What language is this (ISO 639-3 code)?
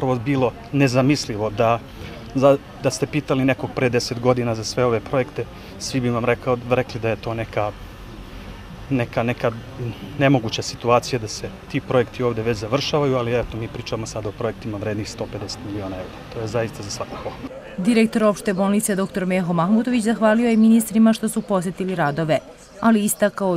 srp